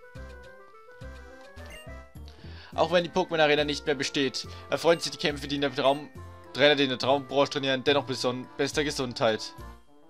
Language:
German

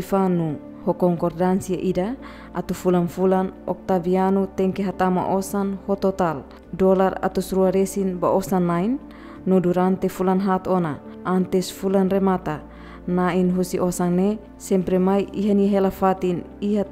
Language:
Tetum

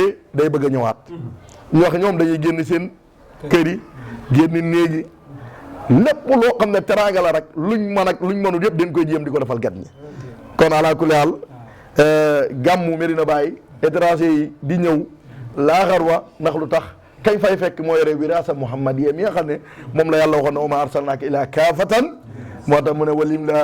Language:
Wolof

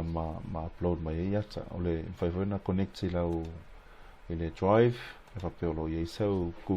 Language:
Samoan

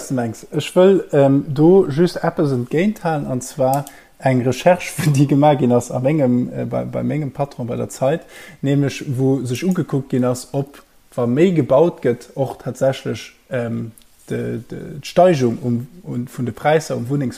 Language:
Luxembourgish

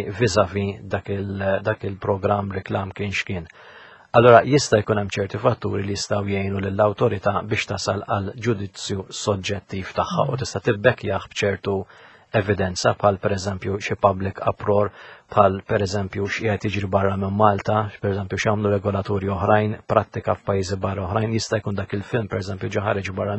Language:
Maltese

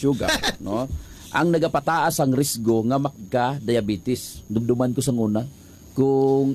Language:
Hiligaynon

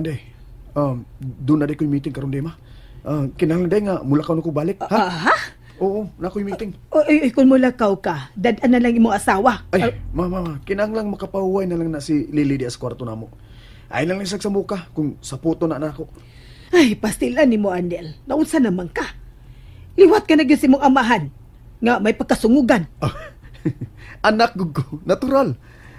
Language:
Cebuano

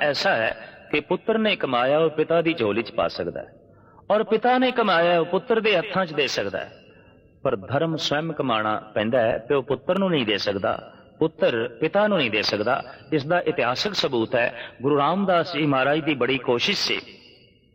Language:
Punjabi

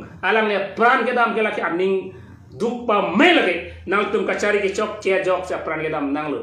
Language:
Karbi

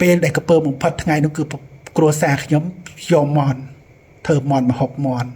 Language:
Khmer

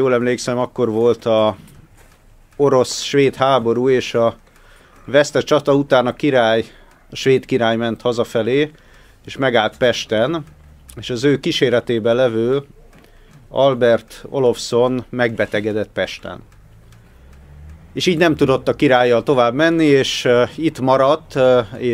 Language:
Hungarian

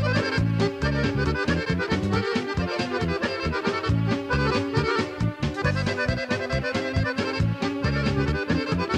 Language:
Croatian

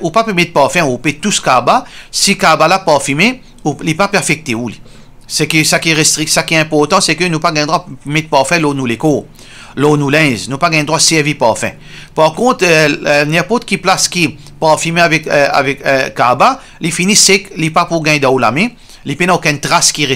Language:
Morisyen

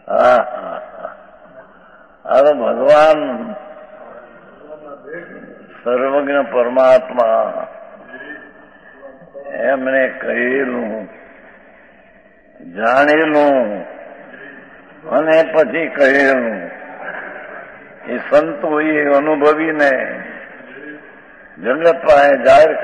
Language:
Gujarati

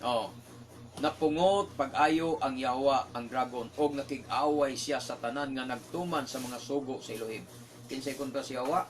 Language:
Cebuano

